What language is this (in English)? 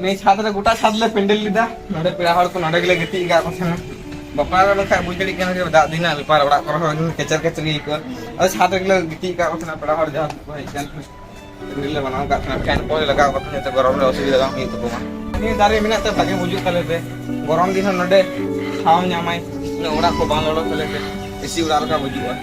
Santali